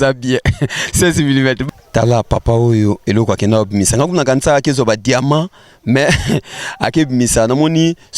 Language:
Lingala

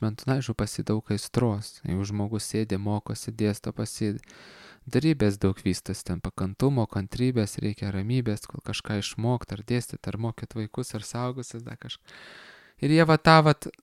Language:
Lithuanian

